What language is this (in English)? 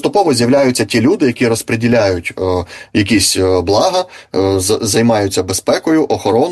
Ukrainian